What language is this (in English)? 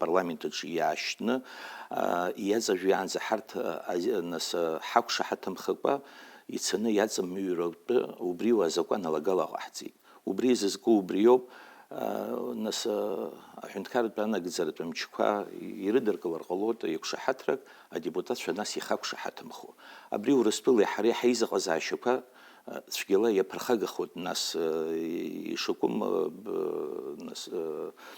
Abkhazian